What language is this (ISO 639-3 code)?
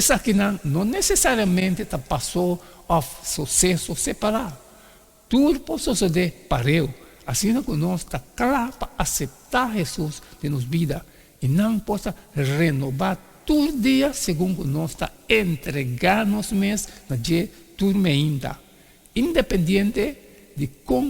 pap